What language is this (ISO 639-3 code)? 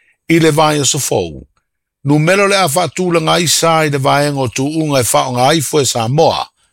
smo